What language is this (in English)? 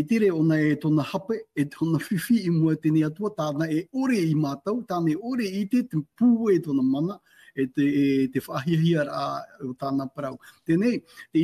Tahitian